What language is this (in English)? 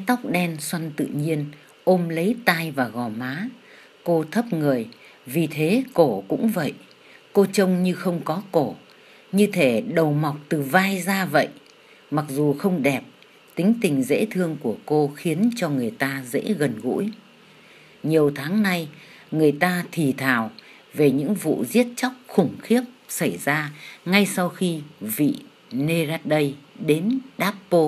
Vietnamese